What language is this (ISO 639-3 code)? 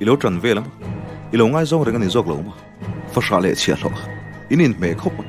lus